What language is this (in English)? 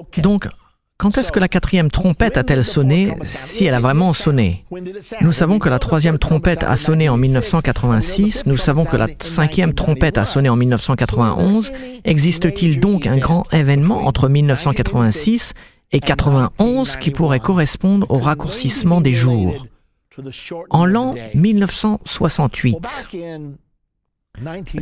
French